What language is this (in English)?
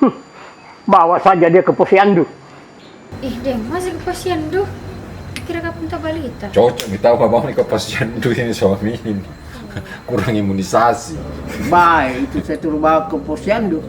Makassar Malay